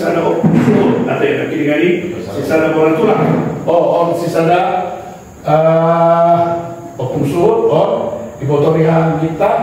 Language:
Batak Toba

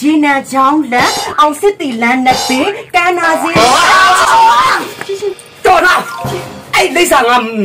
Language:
Burmese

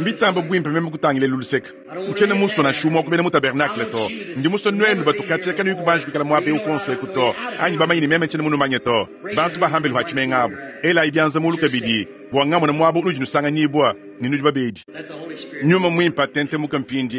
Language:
Luba-Lulua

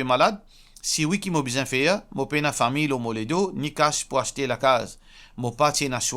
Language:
Morisyen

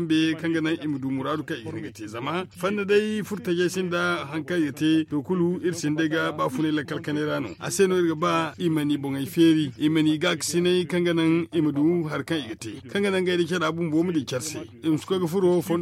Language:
Zarma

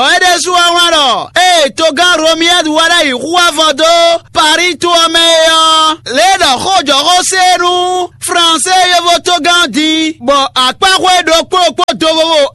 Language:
Fon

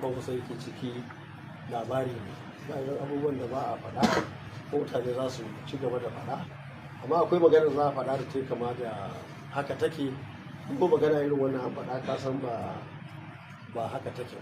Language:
Hausa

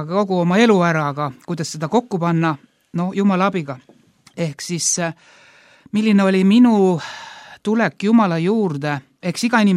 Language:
Estonian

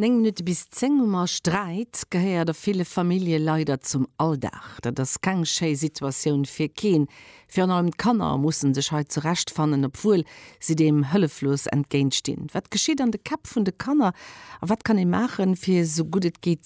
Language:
Luxembourgish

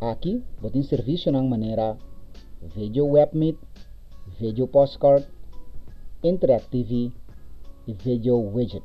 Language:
Papiamento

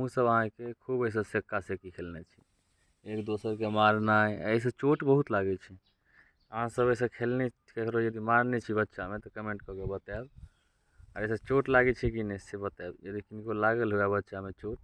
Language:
Maithili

